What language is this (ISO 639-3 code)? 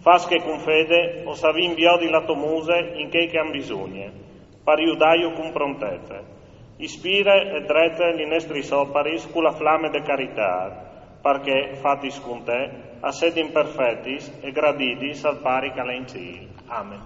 fur